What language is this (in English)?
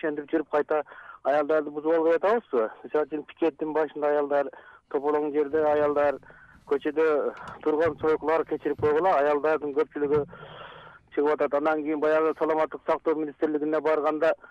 Kyrgyz